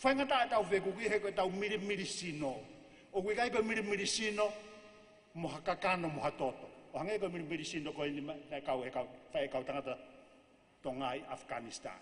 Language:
Tongan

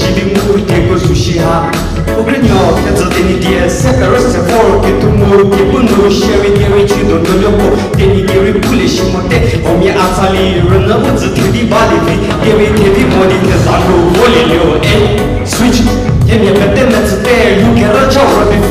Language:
Angami Naga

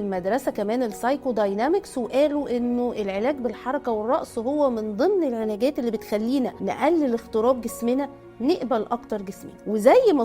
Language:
Egyptian Arabic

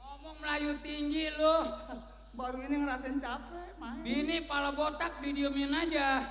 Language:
Betawi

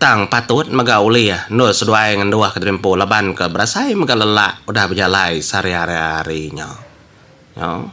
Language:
Iban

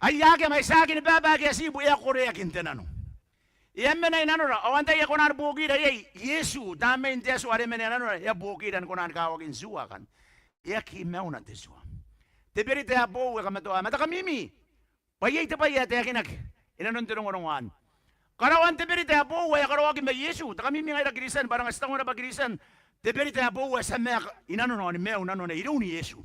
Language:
Gilbertese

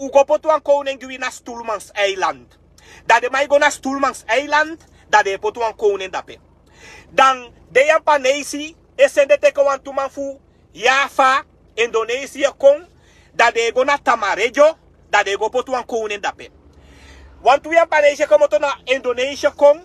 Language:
Sranan Tongo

